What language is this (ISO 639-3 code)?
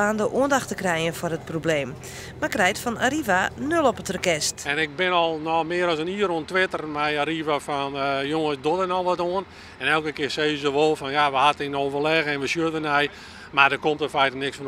fry